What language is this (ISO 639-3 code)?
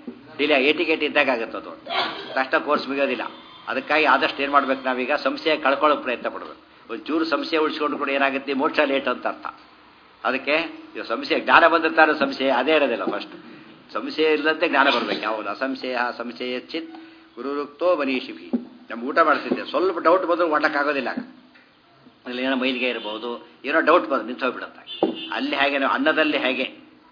kan